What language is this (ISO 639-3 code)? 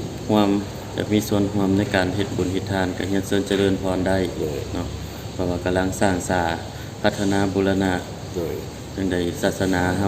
lao